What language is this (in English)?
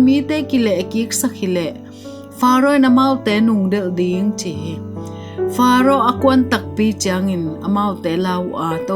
Tedim Chin